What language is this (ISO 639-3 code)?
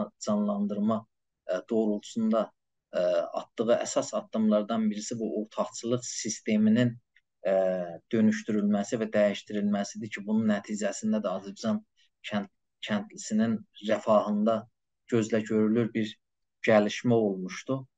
azb